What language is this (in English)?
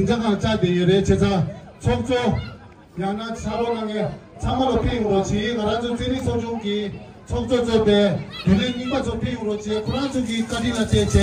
Tibetan